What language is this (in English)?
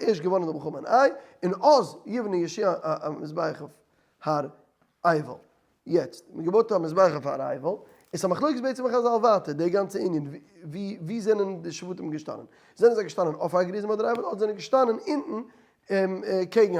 Yiddish